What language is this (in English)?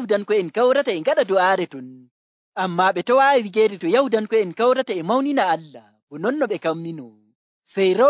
Nigerian Fulfulde